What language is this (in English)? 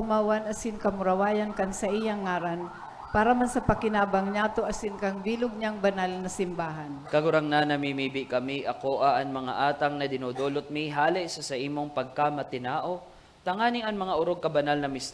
Bikol